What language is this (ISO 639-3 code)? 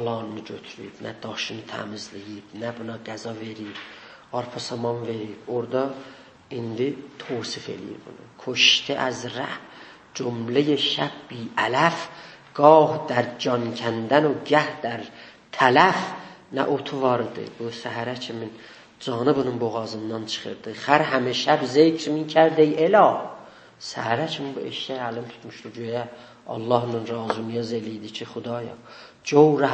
azb